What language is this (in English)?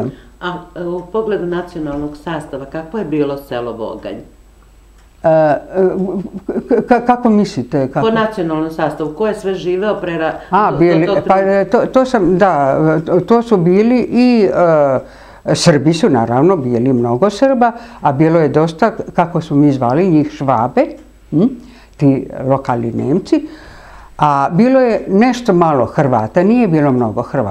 Serbian